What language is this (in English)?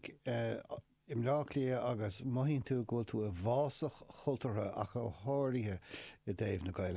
Irish